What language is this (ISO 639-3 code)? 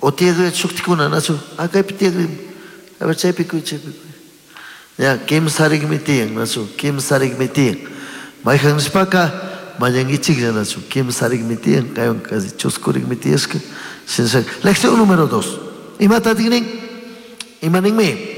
qug